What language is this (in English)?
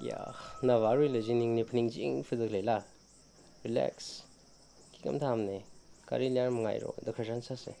Tangkhul Naga (India)